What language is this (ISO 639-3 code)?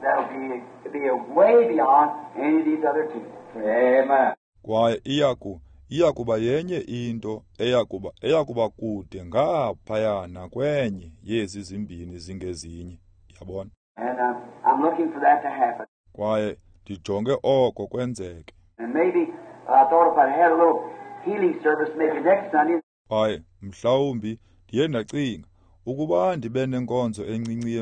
xho